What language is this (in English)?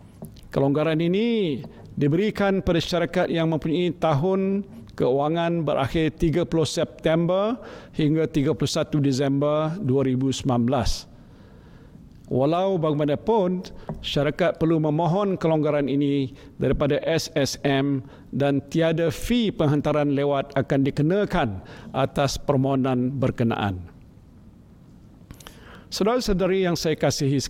Malay